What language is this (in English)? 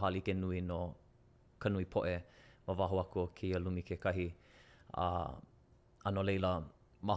Hawaiian